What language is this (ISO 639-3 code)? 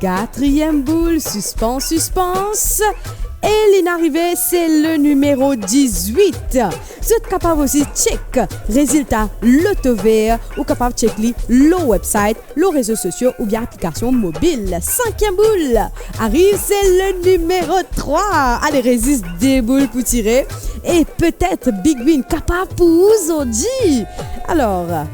mfe